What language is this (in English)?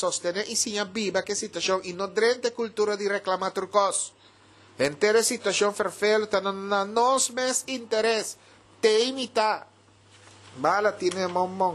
Papiamento